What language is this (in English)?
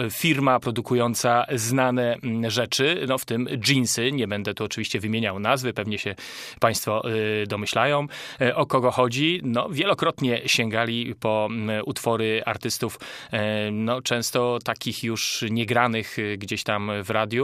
Polish